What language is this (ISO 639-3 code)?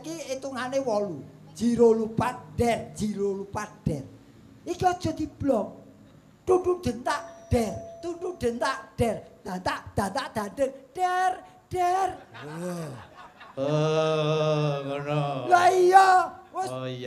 jav